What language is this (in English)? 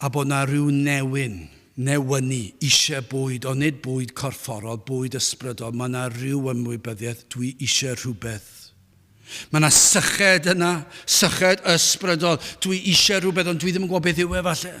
Welsh